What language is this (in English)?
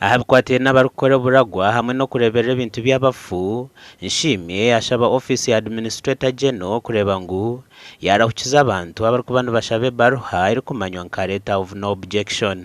Nyankole